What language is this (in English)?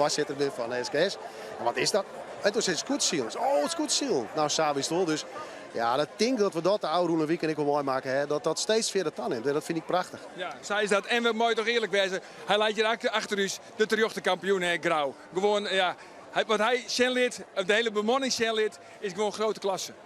Western Frisian